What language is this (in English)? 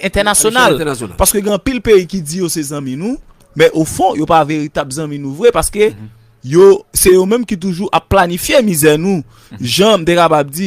Haitian Creole